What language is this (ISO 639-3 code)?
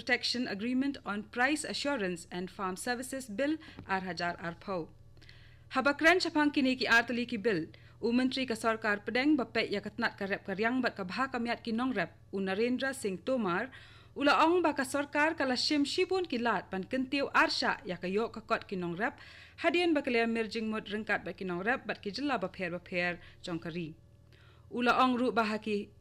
kha